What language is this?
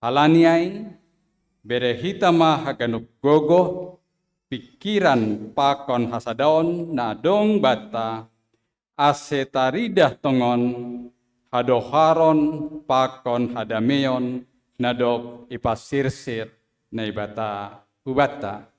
Batak Simalungun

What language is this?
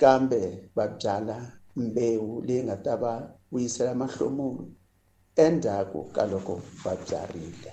Tsonga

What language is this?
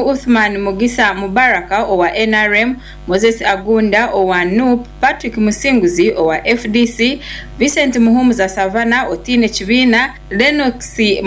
Nyankole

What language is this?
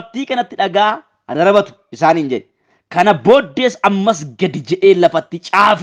Oromo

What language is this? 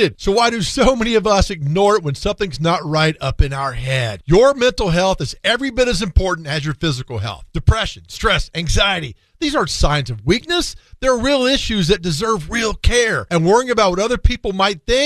English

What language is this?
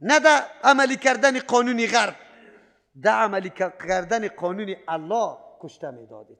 Persian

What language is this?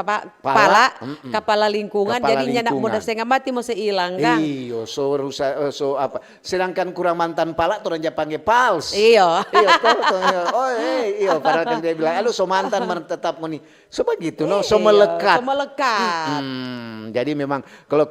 Manado Malay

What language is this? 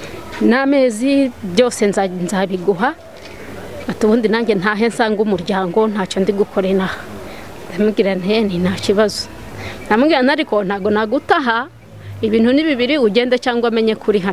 Kinyarwanda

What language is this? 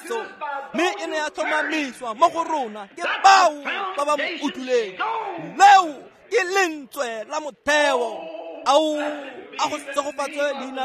Tswana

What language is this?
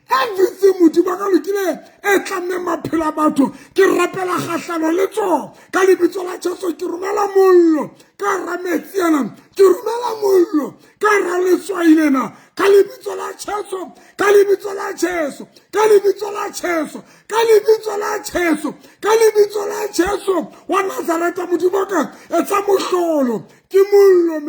Southern Sotho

